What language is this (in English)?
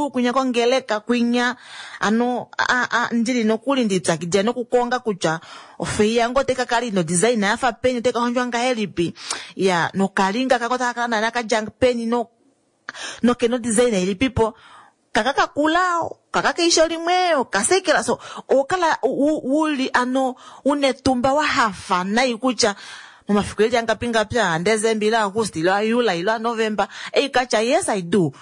Kuanyama